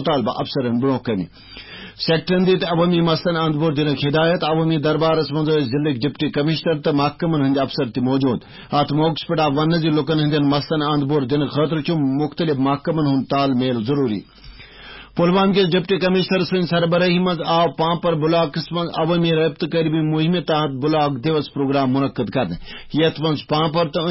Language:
Kashmiri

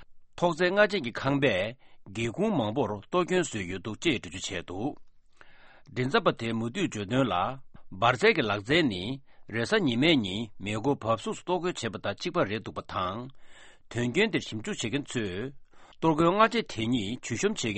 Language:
Tibetan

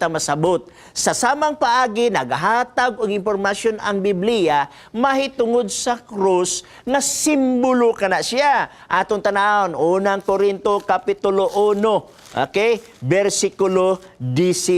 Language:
Cebuano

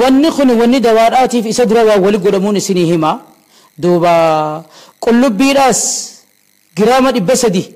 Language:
Oromo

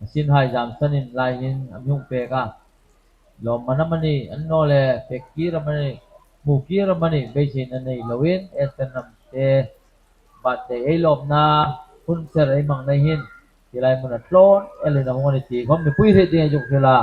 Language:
Hmar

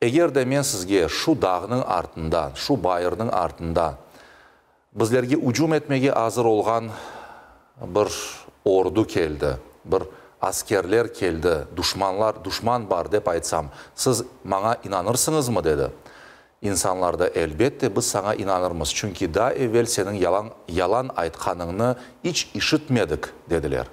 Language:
Crimean Tatar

